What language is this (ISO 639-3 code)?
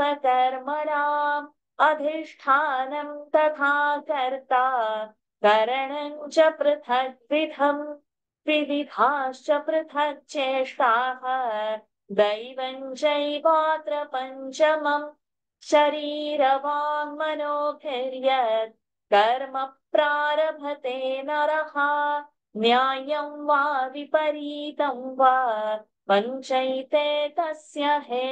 san